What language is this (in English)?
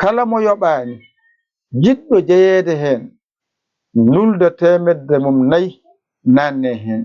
Fula